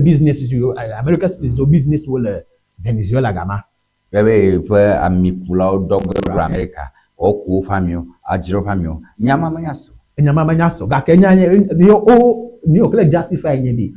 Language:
Ewe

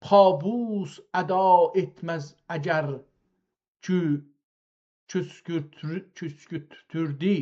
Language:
South Azerbaijani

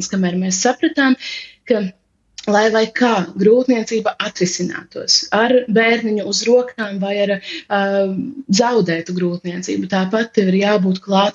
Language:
Latvian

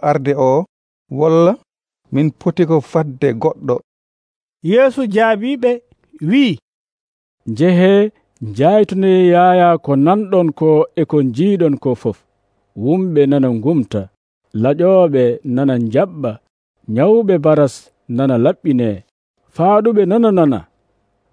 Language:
Nigerian Fulfulde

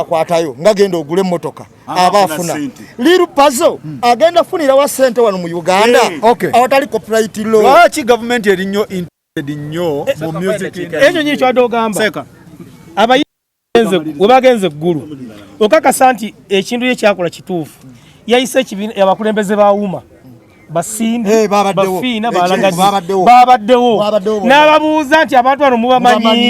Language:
Ganda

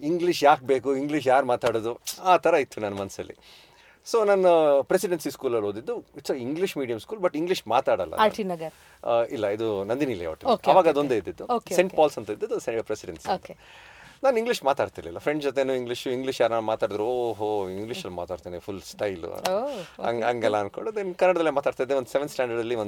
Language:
Kannada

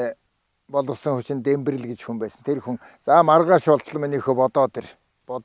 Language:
Mongolian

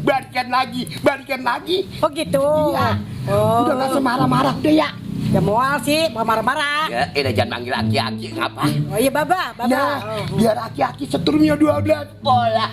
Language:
Betawi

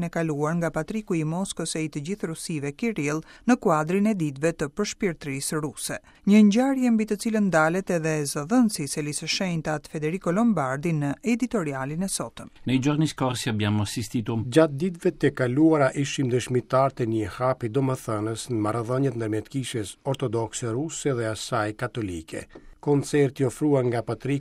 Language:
Albanian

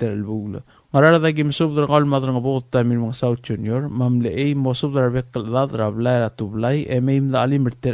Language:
Palauan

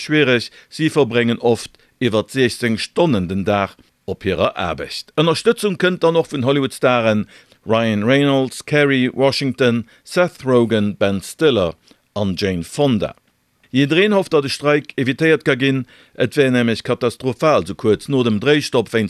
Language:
Luxembourgish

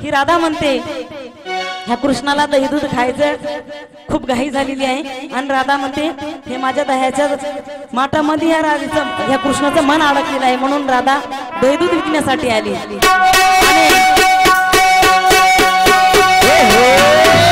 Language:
Marathi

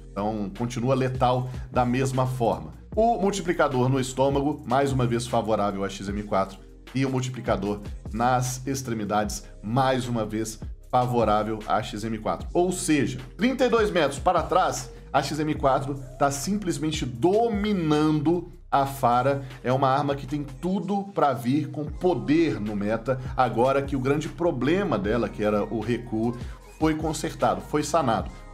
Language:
Portuguese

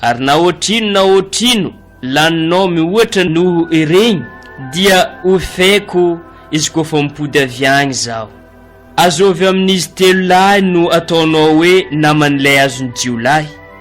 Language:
Malagasy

